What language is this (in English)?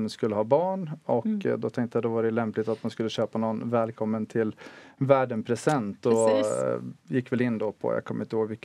Swedish